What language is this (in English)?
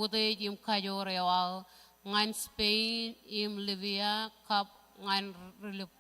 Marshallese